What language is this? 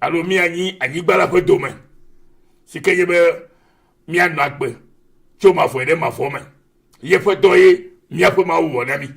Ewe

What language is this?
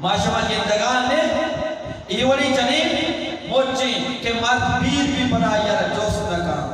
Eastern Balochi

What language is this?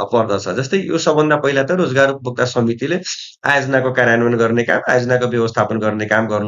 Nepali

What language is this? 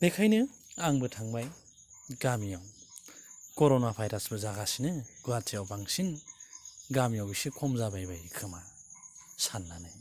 Bodo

